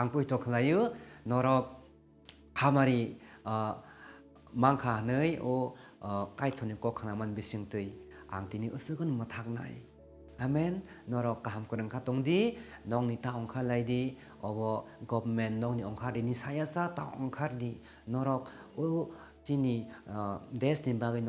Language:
Kok Borok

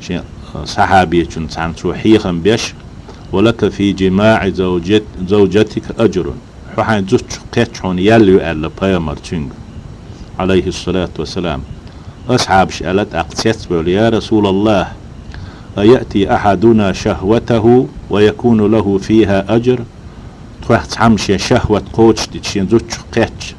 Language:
Chechen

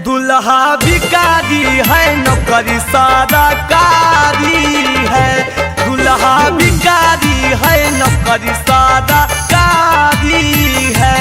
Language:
Magahi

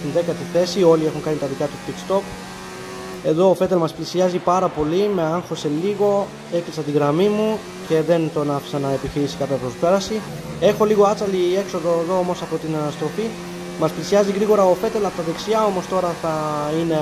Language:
Greek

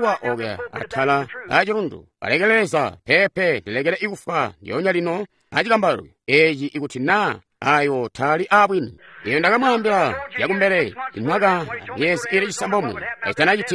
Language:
Tonga (Zambia)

